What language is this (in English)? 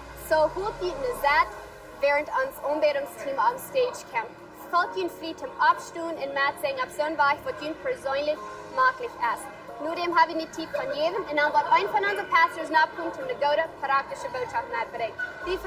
Plautdietsch